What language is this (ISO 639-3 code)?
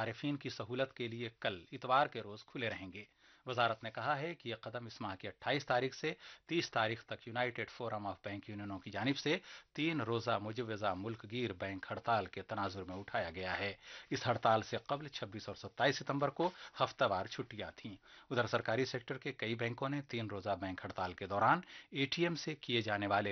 urd